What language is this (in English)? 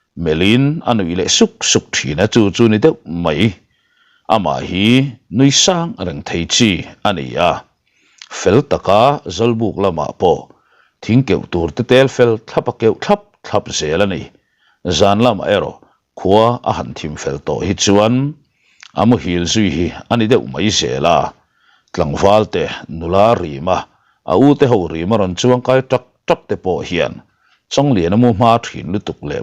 Mizo